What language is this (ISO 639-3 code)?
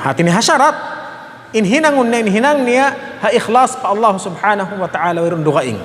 tsg